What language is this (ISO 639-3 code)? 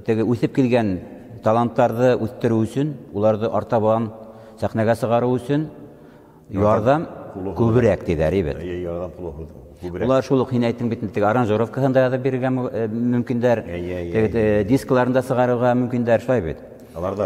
bak